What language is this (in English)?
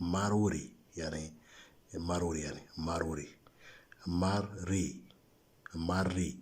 Moro